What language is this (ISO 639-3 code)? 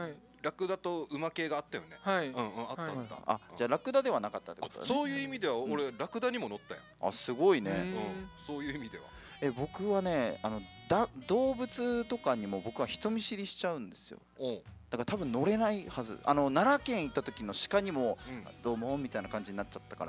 jpn